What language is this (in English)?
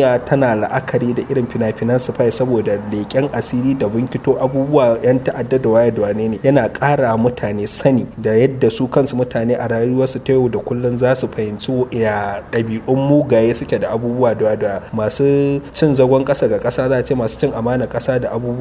Hausa